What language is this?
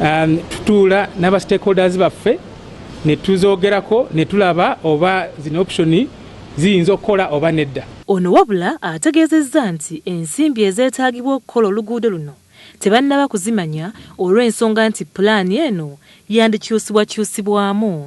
Ganda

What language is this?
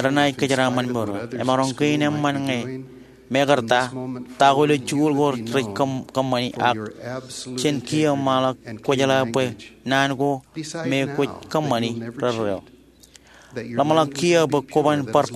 Marshallese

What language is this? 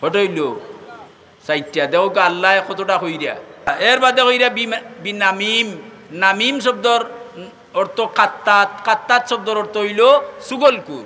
Sylheti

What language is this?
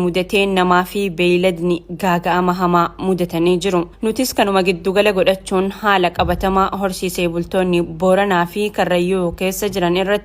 Oromo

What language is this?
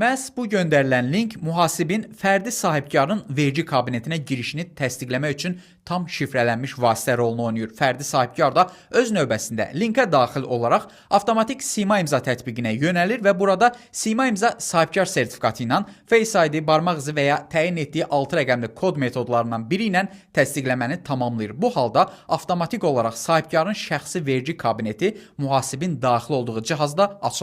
Azerbaijani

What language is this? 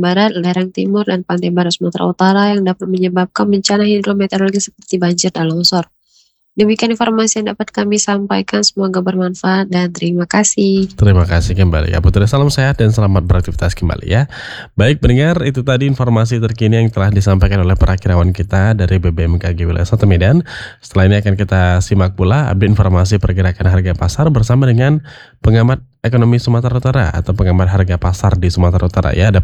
Indonesian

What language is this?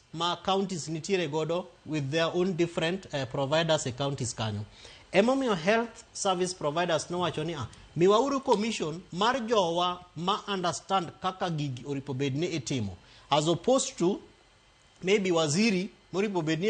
Luo (Kenya and Tanzania)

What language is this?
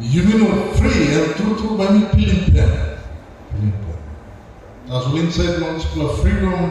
Tok Pisin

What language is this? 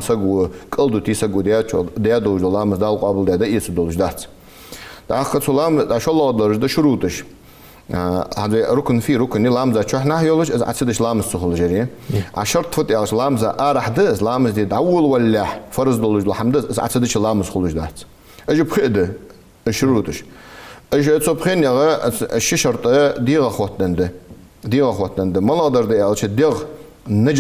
Ingush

